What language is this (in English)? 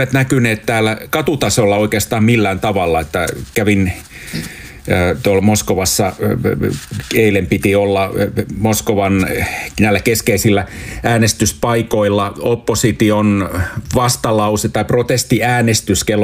Finnish